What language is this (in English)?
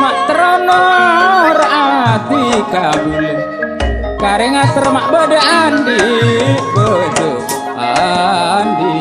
Madurese